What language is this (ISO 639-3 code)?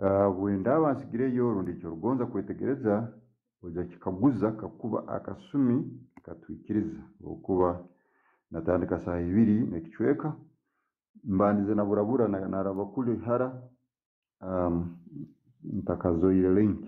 ttj